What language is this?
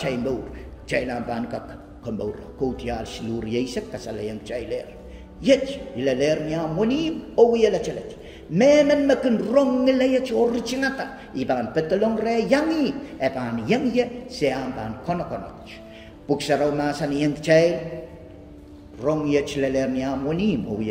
Pohnpeian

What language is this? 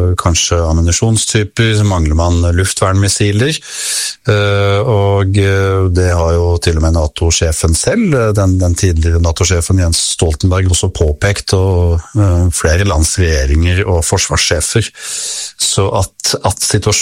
Norwegian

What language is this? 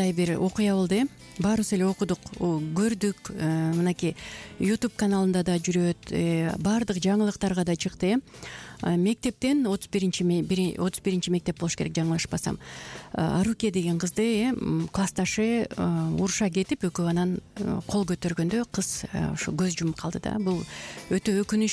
Kyrgyz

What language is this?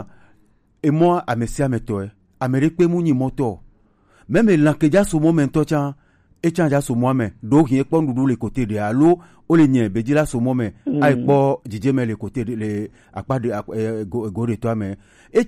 Gen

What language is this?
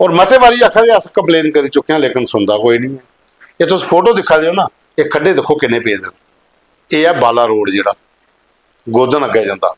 Dogri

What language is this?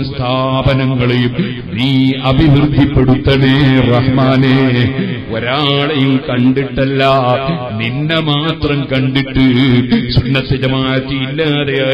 Malayalam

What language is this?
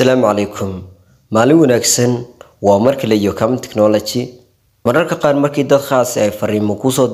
Somali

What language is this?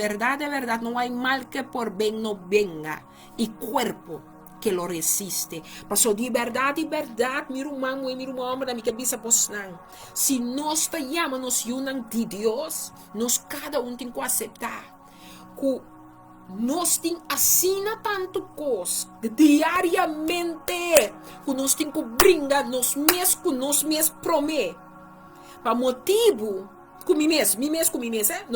Papiamento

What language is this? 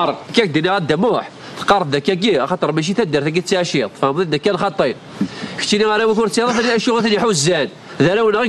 Kabyle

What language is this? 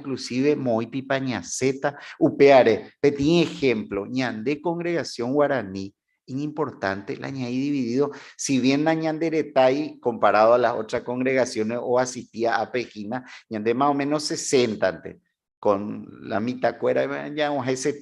Guarani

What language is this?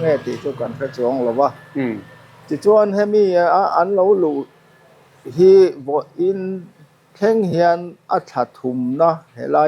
Mizo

